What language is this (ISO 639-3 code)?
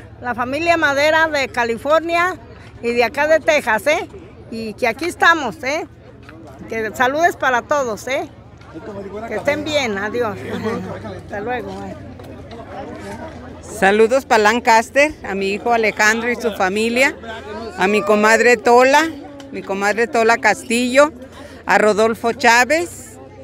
spa